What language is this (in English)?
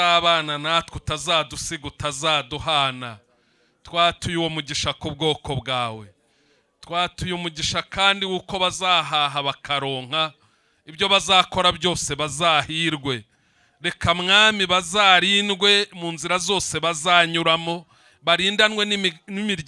Kinyarwanda